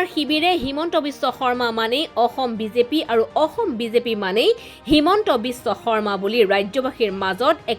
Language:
Assamese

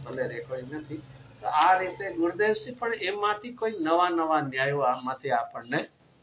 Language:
Gujarati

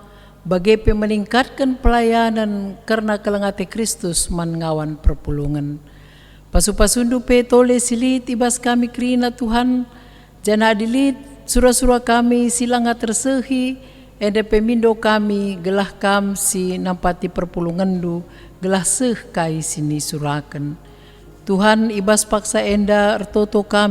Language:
Batak Karo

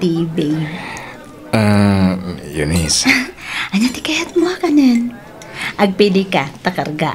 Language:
Iloko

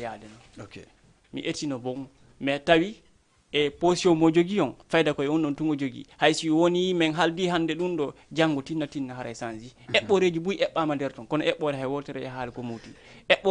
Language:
Fula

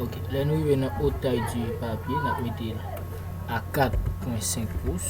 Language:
Haitian Creole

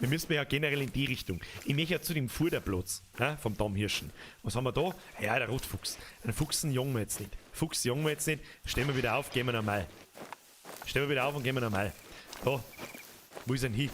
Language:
Bavarian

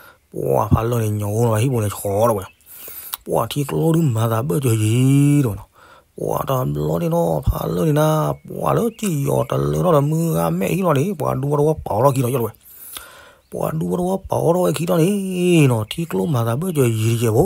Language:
S'gaw Karen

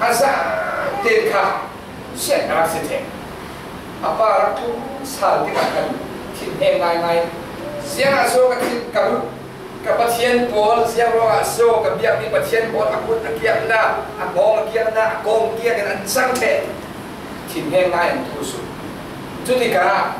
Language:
Falam Chin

